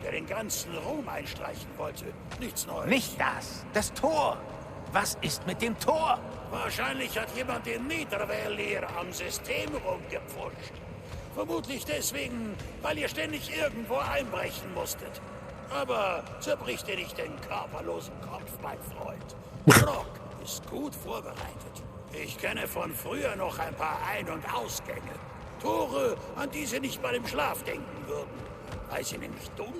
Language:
Bavarian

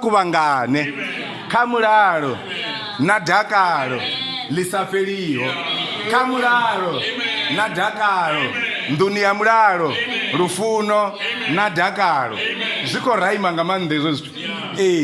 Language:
Venda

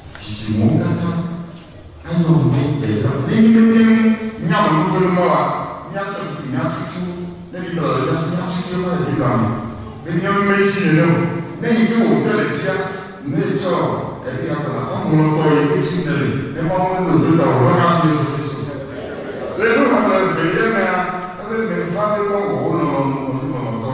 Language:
Ewe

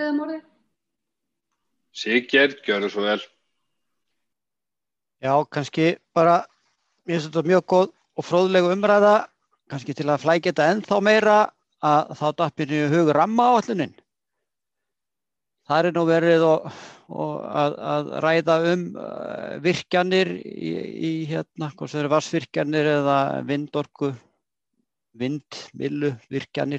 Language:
Icelandic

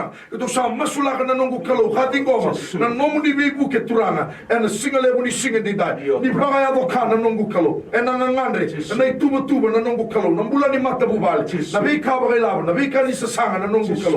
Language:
Fijian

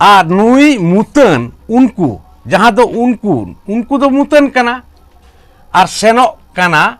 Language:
Santali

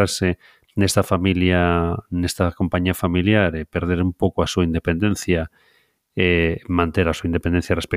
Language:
Galician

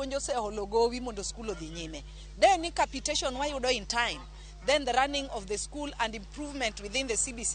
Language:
Luo (Kenya and Tanzania)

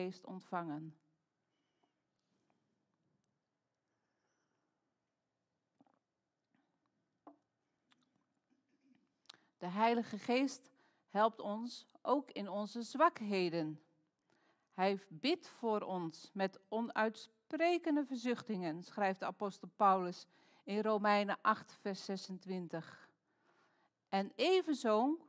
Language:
Dutch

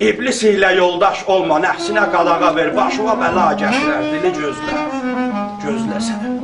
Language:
South Azerbaijani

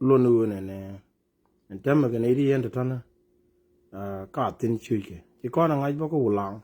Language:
Nuer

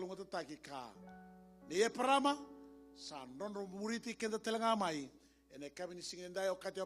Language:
Fijian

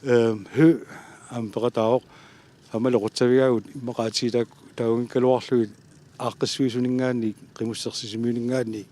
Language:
Kalaallisut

